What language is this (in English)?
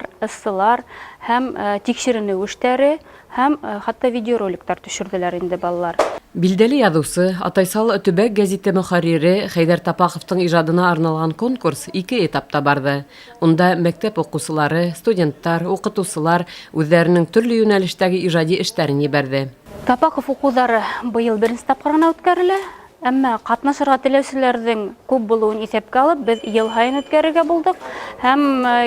Bashkir